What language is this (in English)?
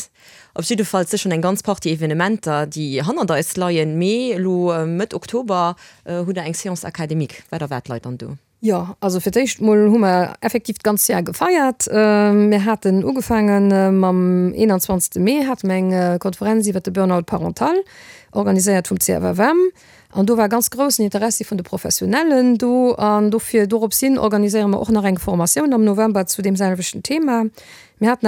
Luxembourgish